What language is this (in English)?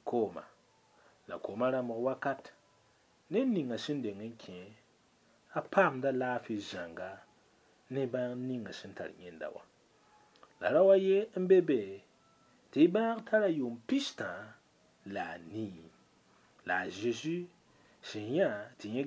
Mossi